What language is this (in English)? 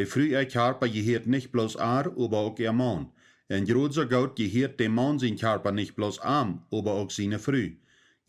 Plautdietsch